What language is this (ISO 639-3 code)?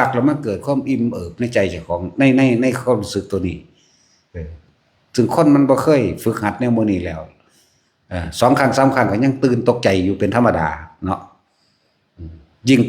tts